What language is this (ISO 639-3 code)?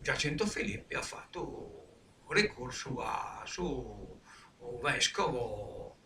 srd